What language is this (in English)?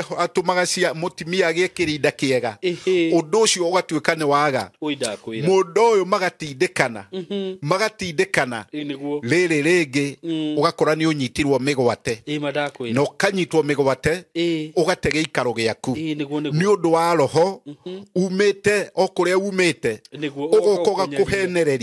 Kikuyu